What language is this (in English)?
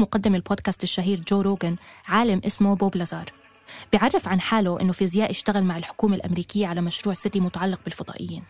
North Levantine Arabic